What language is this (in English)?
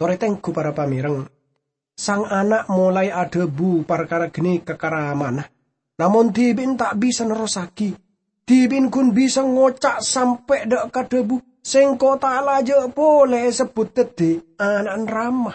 Madurese